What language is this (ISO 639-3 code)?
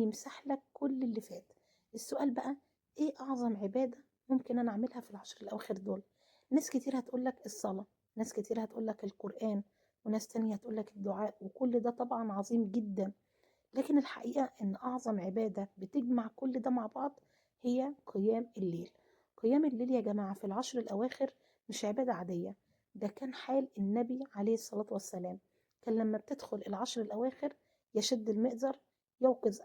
arz